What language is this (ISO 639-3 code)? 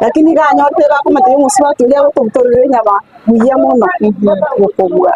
guz